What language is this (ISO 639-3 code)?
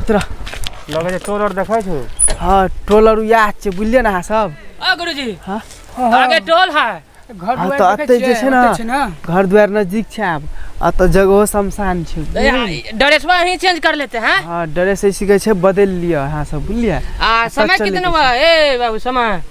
mai